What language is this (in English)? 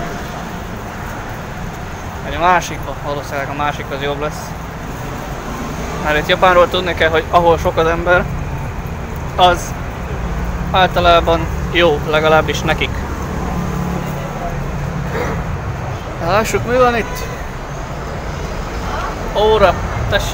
Hungarian